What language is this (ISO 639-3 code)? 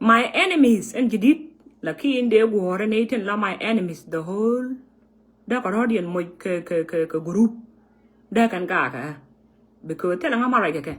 nus